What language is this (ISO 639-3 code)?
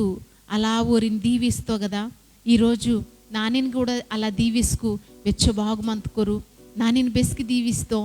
kff